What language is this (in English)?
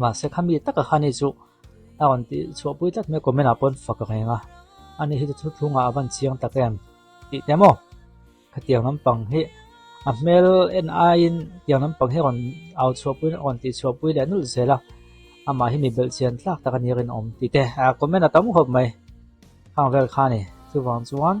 Mizo